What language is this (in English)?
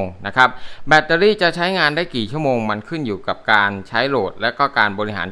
Thai